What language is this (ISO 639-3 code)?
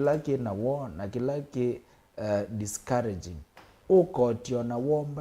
kam